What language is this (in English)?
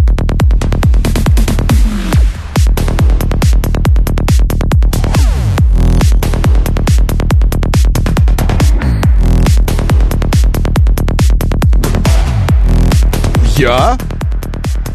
Russian